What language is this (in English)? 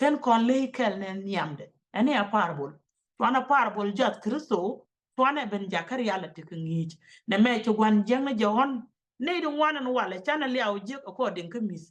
Nuer